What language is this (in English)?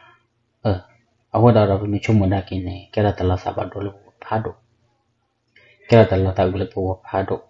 S'gaw Karen